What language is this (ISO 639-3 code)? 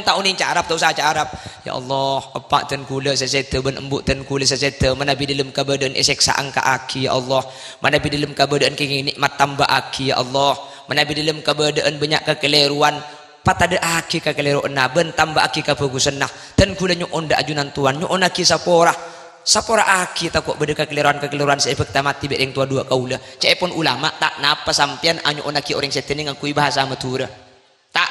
mad